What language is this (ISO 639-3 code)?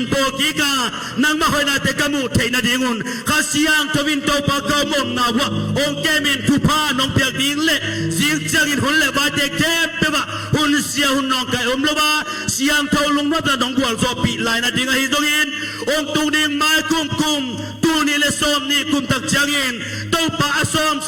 ctd